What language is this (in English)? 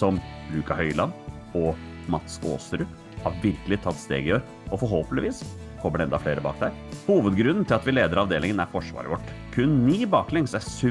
Norwegian